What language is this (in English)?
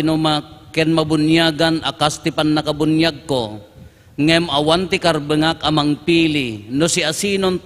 Iloko